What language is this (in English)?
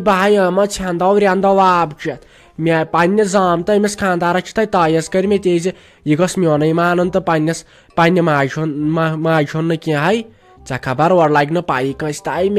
Kashmiri